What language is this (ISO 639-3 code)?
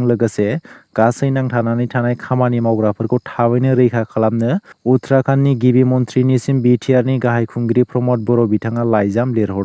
brx